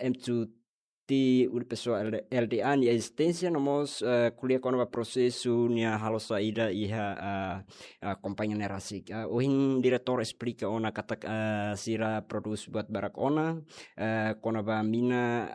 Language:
Tetum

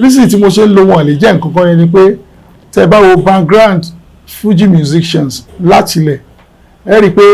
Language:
Yoruba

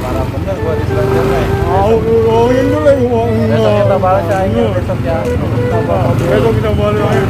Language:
Betawi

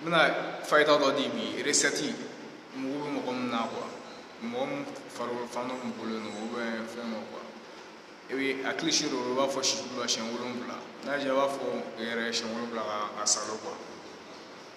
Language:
Bambara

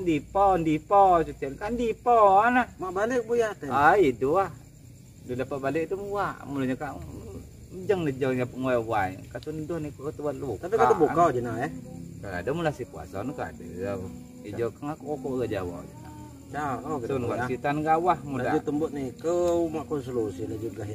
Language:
Lampung Nyo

